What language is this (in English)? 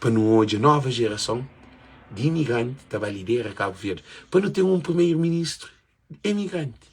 Kabuverdianu